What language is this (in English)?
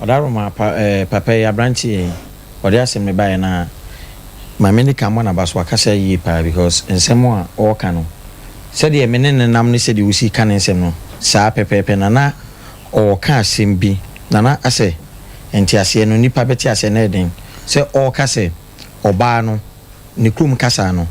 Akan